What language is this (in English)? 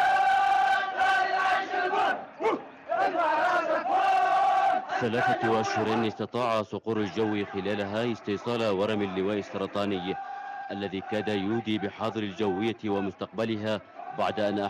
Arabic